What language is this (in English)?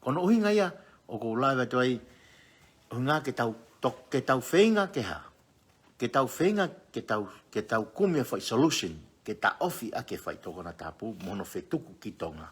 Tongan